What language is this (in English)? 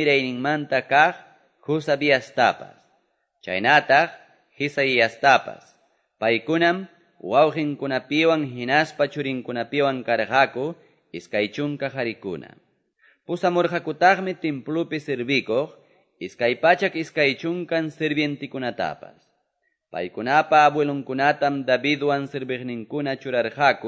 Quechua